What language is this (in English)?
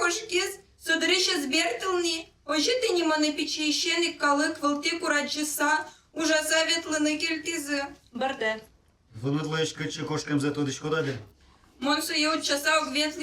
Udmurt